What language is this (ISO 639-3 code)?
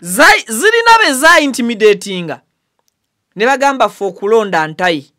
lug